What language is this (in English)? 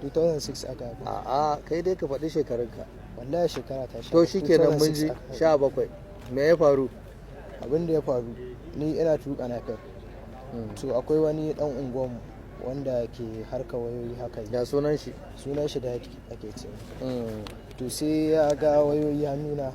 Hausa